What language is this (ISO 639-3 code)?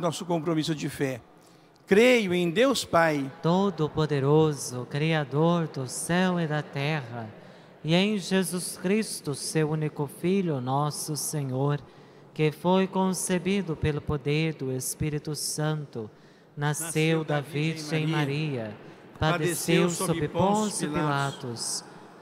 por